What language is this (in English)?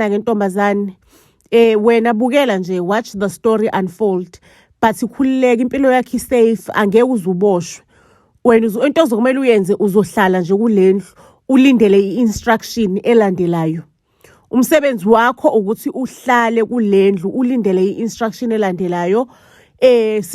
Zulu